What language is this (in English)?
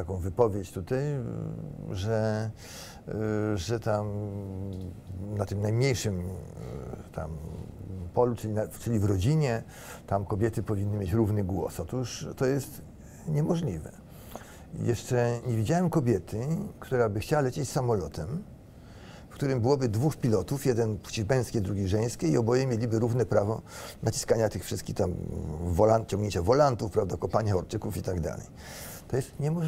Polish